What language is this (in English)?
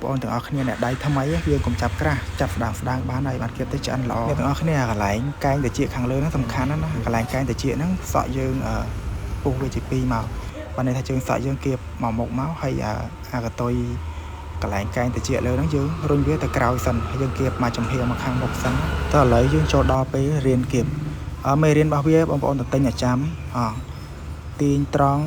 Khmer